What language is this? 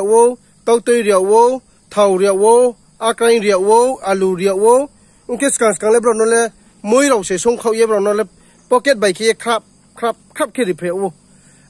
Riang (India)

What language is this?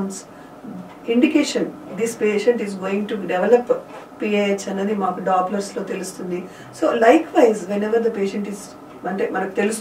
Telugu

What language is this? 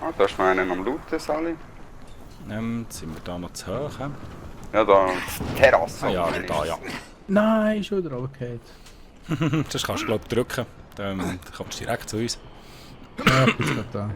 Swiss German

